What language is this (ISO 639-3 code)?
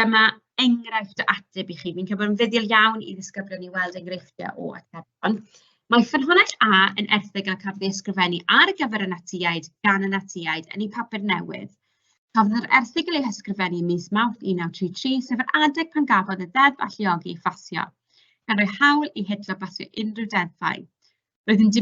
cym